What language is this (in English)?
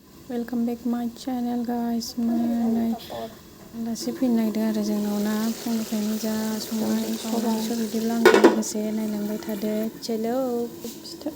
Bodo